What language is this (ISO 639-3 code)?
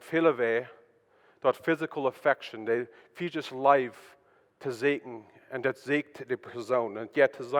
pdt